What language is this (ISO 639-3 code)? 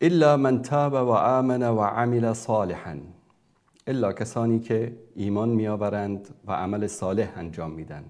fas